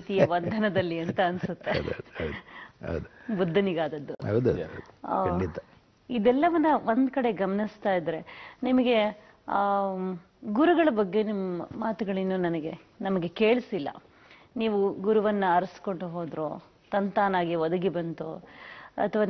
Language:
Kannada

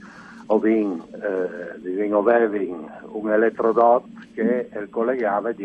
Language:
Friulian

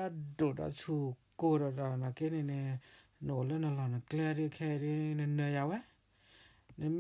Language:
S'gaw Karen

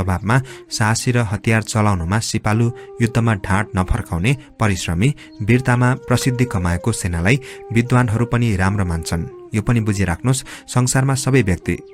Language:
Nepali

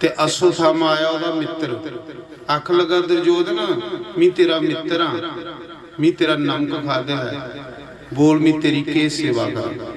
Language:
Dogri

